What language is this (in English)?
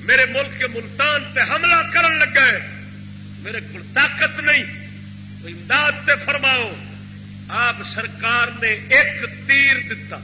Saraiki